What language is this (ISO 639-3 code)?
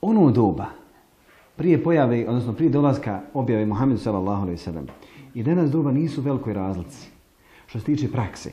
bos